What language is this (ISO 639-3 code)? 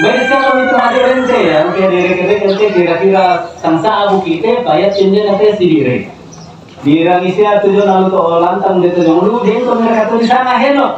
sda